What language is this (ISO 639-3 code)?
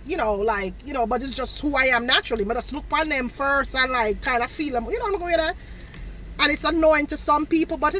jam